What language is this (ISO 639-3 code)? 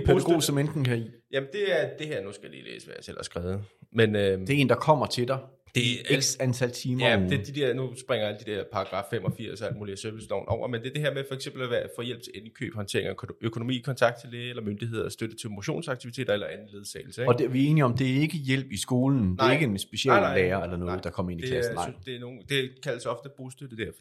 dan